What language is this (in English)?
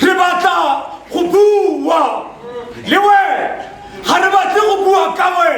Tswana